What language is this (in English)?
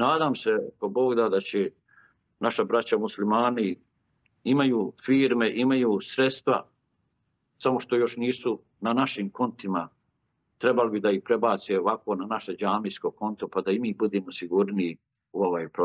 Bosnian